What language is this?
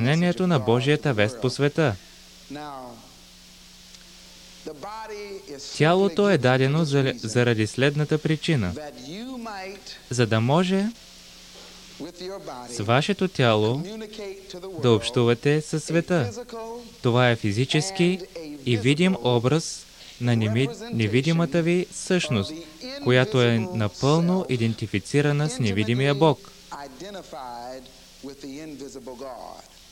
Bulgarian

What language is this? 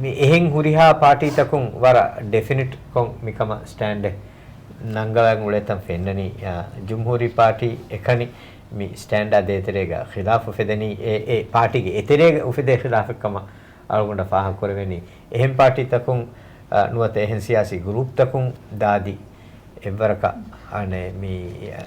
Divehi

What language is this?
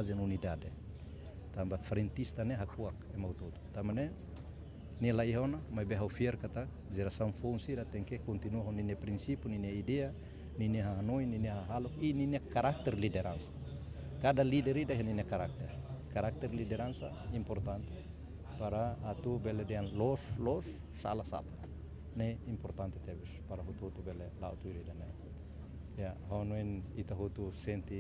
Tetum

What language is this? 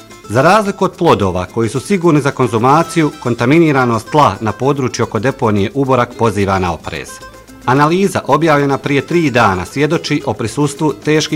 Bosnian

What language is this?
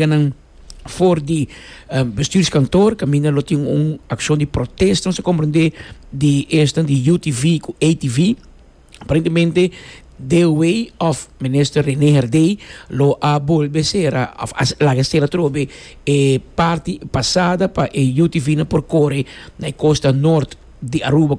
Papiamento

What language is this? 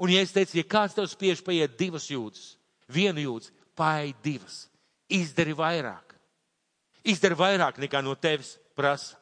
Latvian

